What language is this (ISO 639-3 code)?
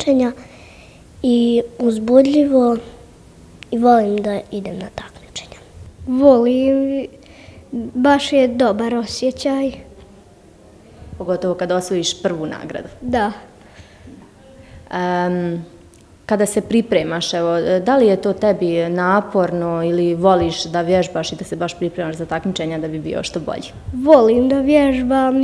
bos